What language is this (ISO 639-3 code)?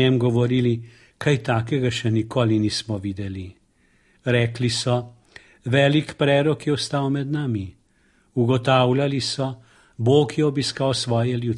slv